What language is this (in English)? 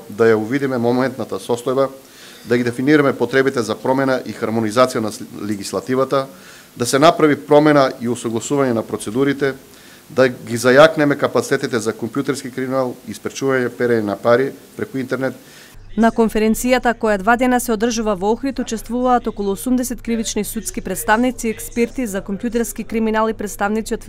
Macedonian